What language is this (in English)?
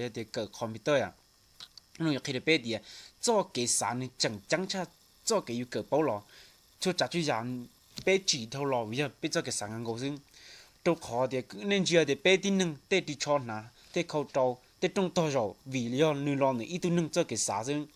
Hmong